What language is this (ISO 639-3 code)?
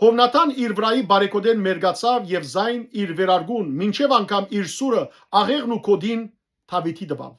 hyw